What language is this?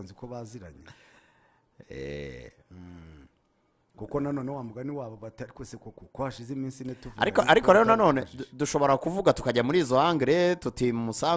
Kinyarwanda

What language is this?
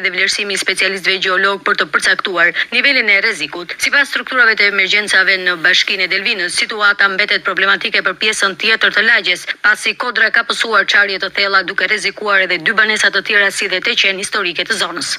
Albanian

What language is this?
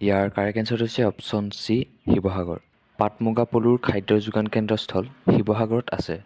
Assamese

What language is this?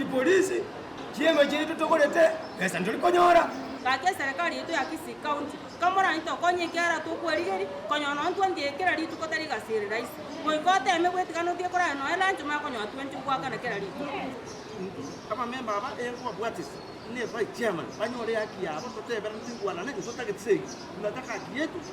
Gusii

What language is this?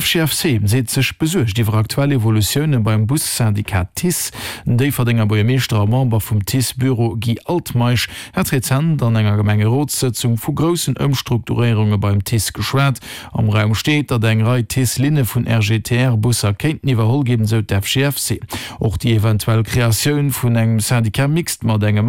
Luxembourgish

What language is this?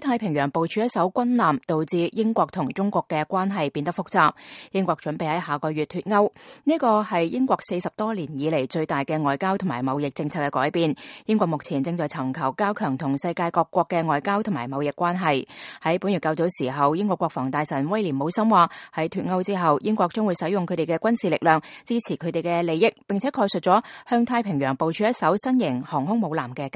Cantonese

